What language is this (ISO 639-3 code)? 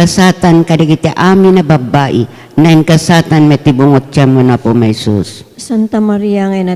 ilo